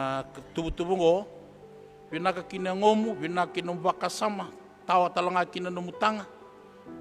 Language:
Fijian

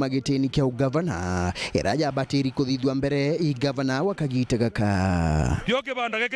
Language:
Meru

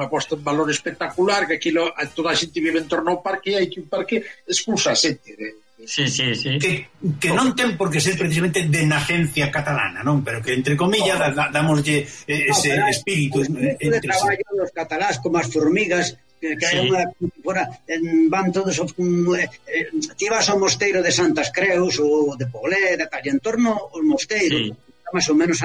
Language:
Galician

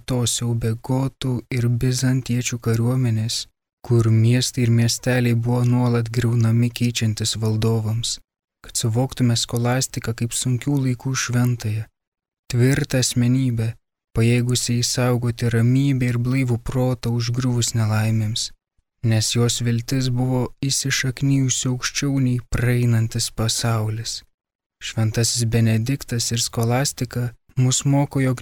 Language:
Lithuanian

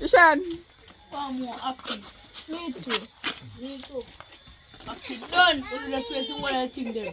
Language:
Jamaican Creole English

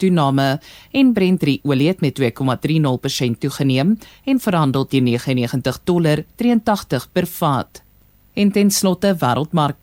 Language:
Afrikaans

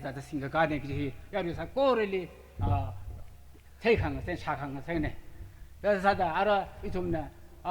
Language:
Tangkhul Naga (India)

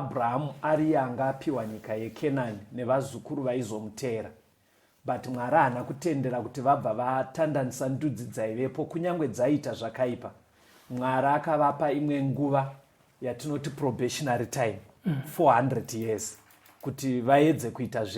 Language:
Shona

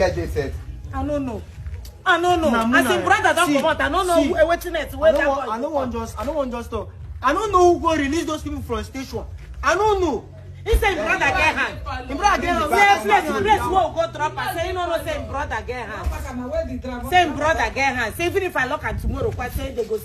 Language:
Nigerian Pidgin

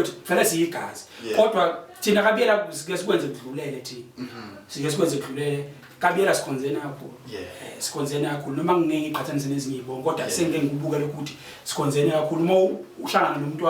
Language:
Zulu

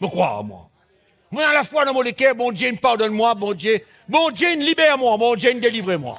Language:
Morisyen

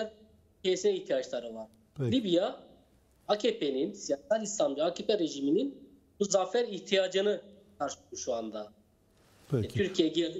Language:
Turkish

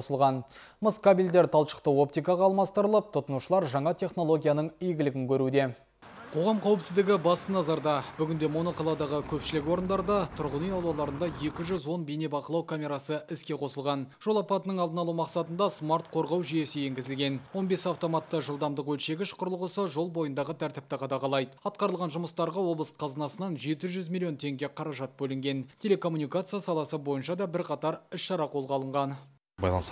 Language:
Kazakh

